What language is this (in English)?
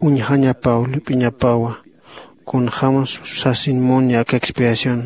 Aymara